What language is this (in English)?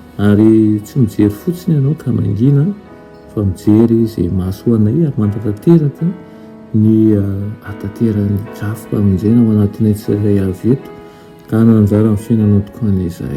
Malagasy